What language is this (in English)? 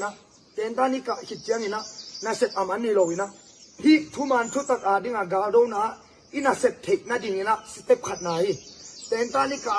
Tedim Chin